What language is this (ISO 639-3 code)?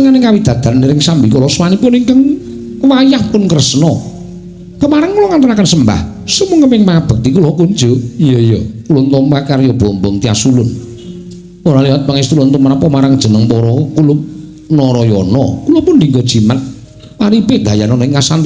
jav